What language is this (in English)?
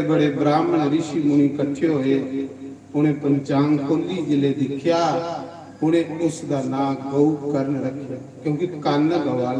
Dogri